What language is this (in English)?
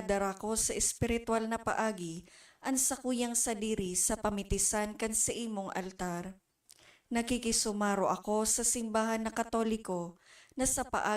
Bikol